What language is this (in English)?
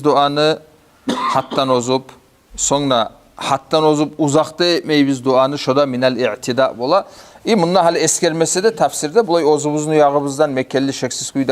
Kumyk